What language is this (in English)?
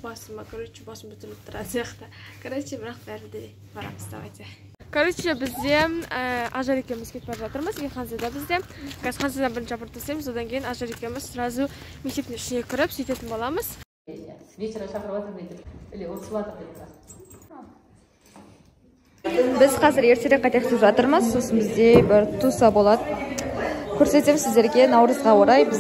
Kazakh